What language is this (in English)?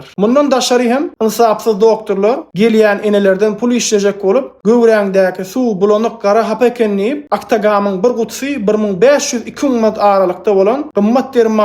Turkmen